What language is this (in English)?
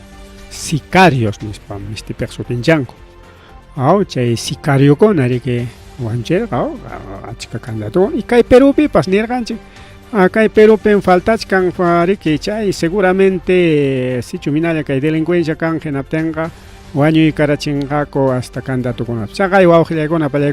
Ayacucho Quechua